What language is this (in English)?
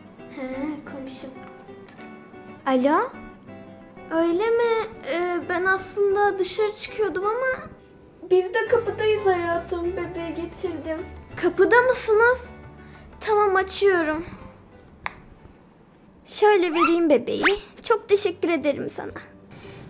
Turkish